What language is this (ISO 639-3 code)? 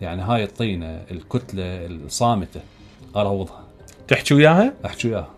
acm